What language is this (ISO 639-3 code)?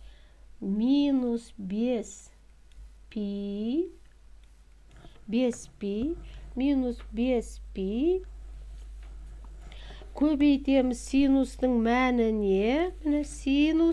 kaz